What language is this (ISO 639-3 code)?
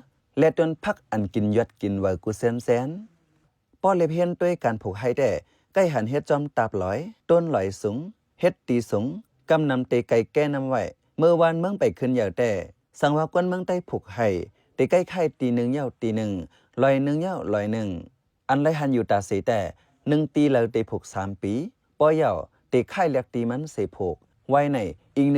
shn